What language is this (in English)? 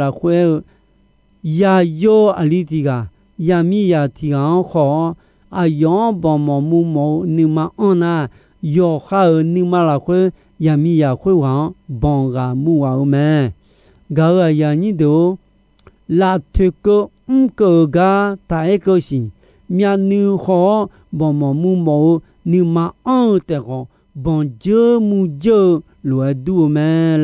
Akha